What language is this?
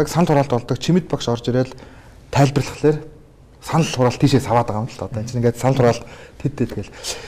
Mongolian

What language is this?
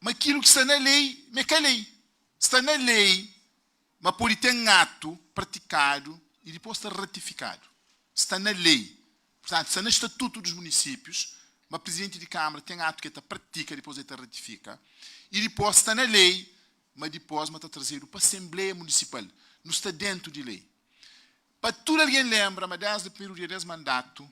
Kabuverdianu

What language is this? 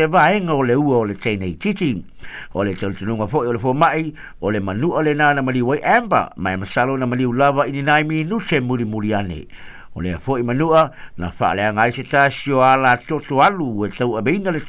Samoan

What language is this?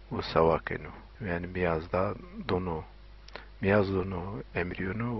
Zaza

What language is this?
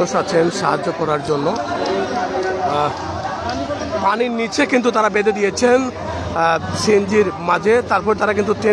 Bangla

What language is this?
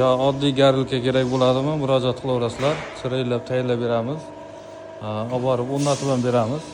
Uzbek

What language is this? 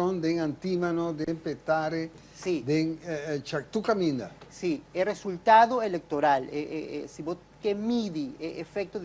Papiamento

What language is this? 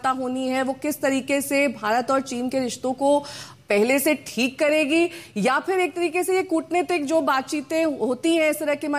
Hindi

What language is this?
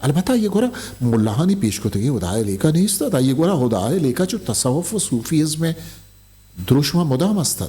Eastern Balochi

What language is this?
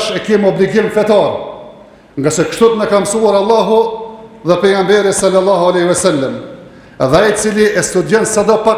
Albanian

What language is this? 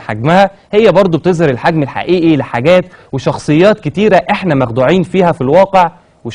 Egyptian Arabic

